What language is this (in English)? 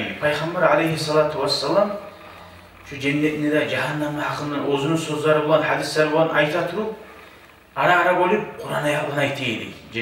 Kumyk